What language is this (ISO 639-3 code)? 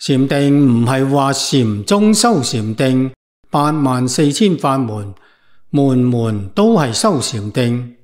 yue